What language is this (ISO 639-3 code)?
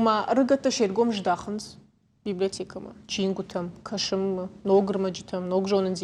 oss